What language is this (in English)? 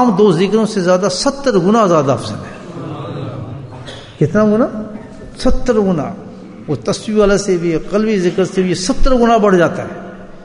Urdu